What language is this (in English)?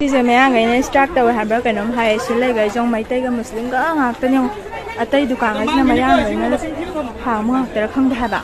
Manipuri